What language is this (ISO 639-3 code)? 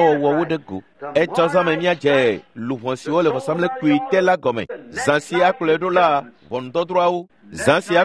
ewe